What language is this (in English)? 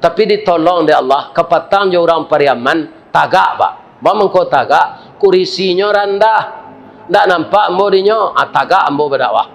Minangkabau